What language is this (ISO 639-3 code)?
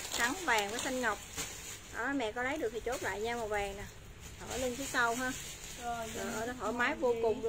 vie